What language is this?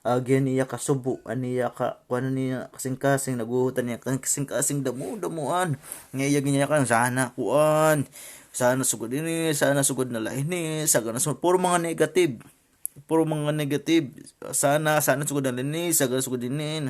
Waray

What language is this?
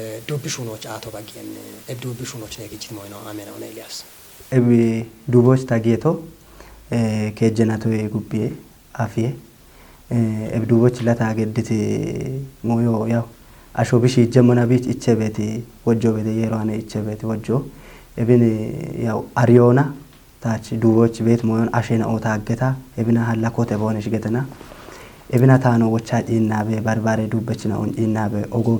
Kafa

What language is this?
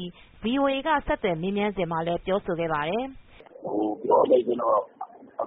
Burmese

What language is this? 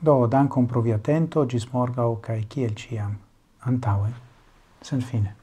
Esperanto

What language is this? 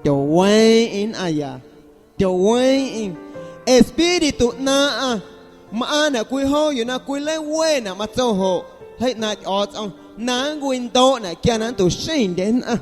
Guerrero Amuzgo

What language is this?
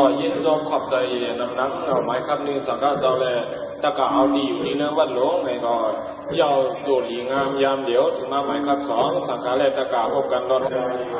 Shan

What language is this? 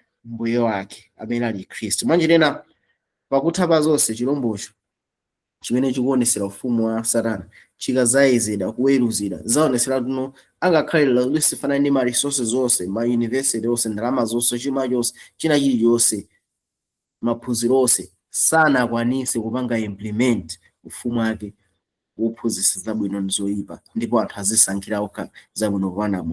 Nyanja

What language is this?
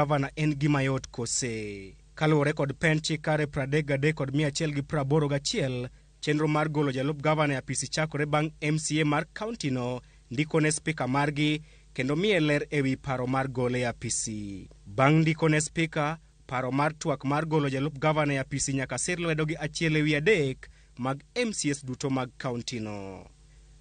Luo (Kenya and Tanzania)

